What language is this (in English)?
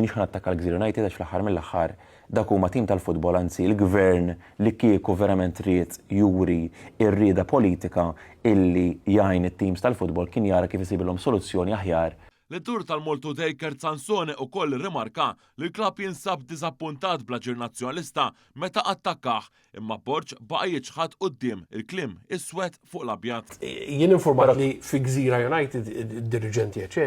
Maltese